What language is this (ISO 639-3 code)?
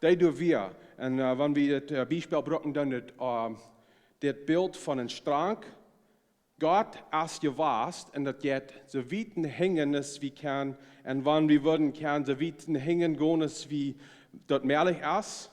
pdt